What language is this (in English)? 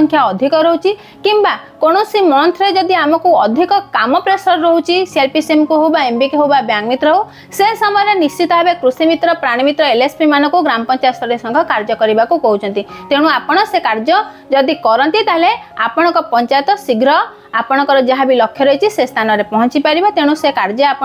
Odia